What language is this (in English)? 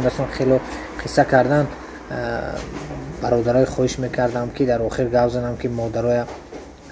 Tajik